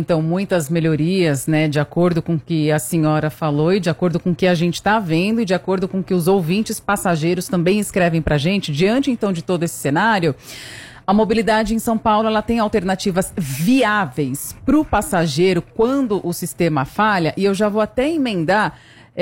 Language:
Portuguese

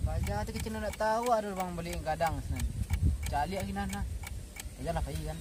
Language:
Minangkabau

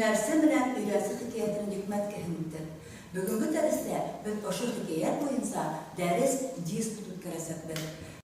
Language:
Bashkir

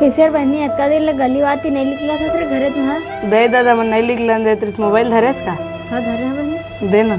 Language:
Chhattisgarhi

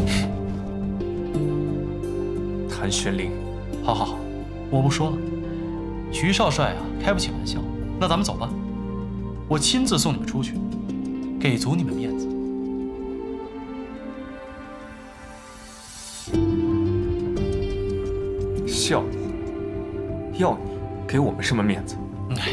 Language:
Chinese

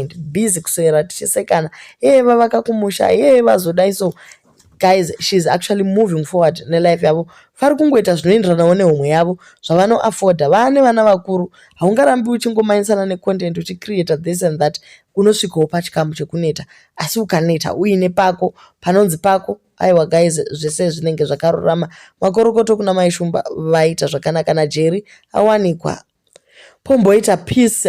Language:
Shona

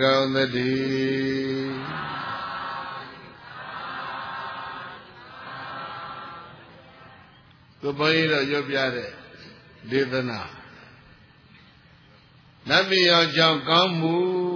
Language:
Burmese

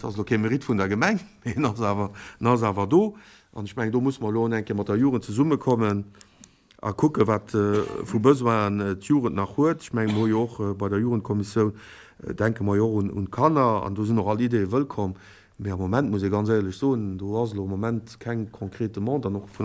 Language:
Luxembourgish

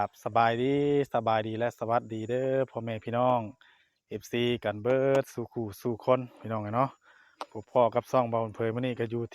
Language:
Northeastern Thai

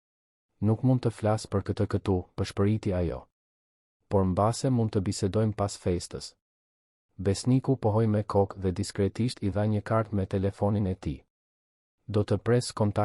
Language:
Albanian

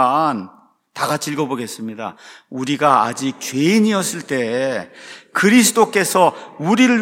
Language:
Korean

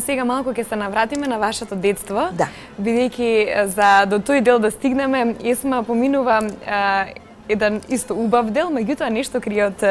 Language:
Macedonian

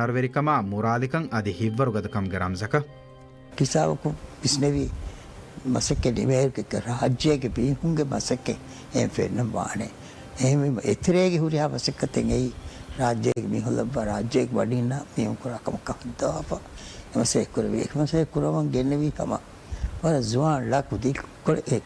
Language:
Divehi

